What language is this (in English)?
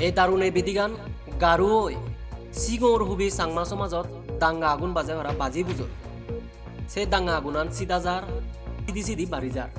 Chakma